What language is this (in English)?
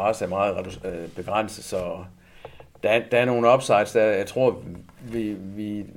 Danish